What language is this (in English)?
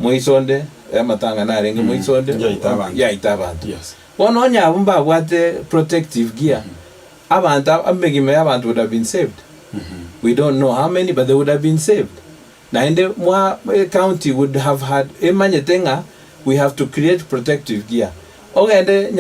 Gusii